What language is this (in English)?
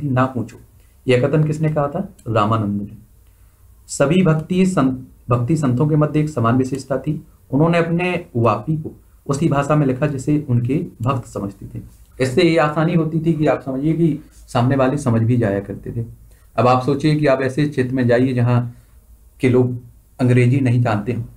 Hindi